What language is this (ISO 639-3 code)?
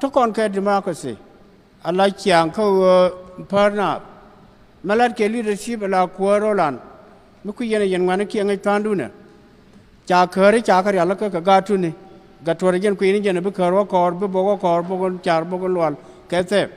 nus